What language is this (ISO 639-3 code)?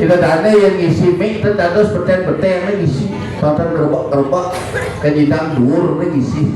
ban